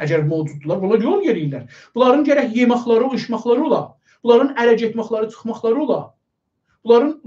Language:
South Azerbaijani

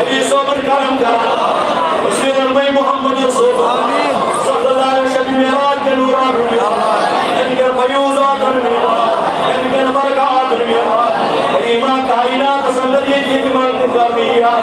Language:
Kashmiri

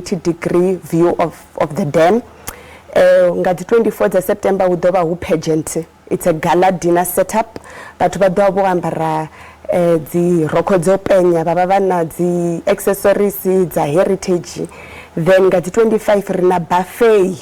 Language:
Venda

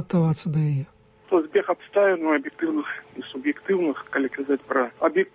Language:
Belarusian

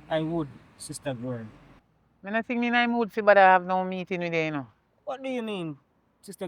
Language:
Jamaican Creole English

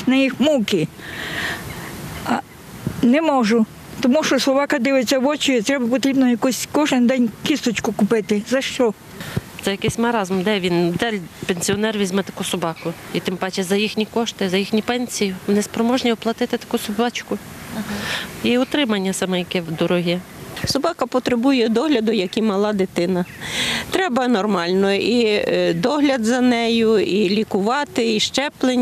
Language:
Ukrainian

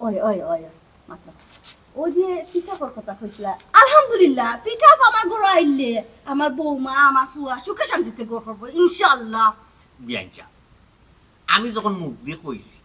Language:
Sylheti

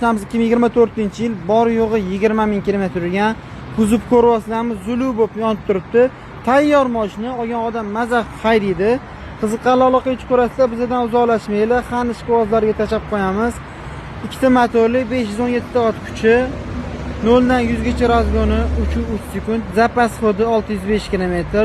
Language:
Uzbek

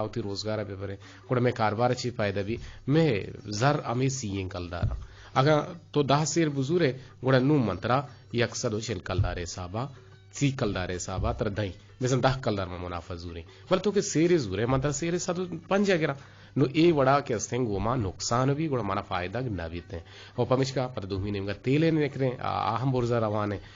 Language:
Eastern Balochi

